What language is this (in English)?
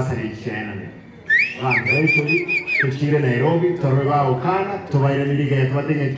Gusii